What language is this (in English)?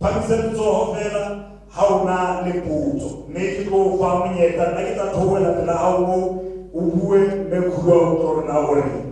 Southern Sotho